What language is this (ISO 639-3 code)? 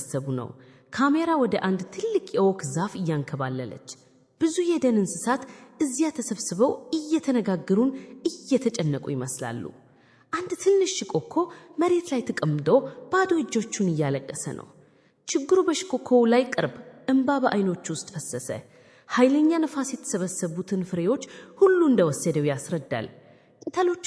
amh